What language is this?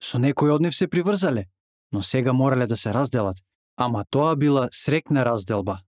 Macedonian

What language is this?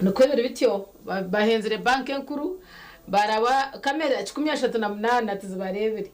Nyankole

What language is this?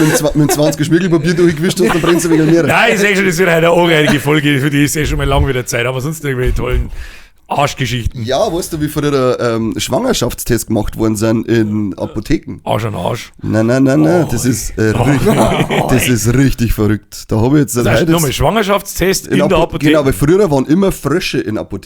Bavarian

